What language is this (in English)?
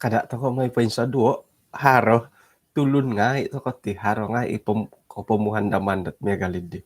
Central Dusun